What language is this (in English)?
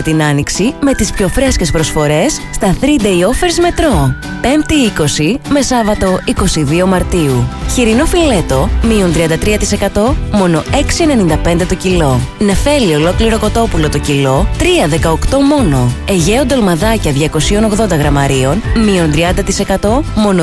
Greek